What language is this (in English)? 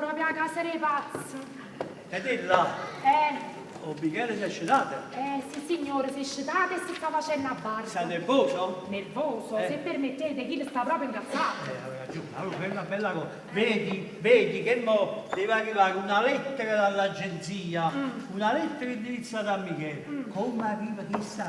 Neapolitan